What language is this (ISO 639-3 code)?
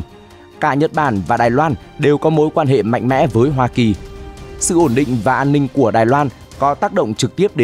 vie